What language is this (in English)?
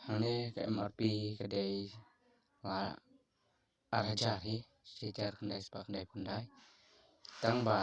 Khasi